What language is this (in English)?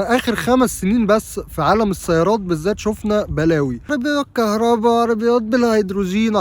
Egyptian Arabic